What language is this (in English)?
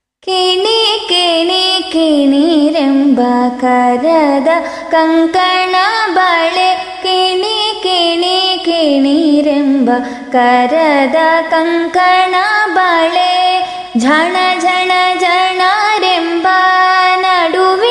Kannada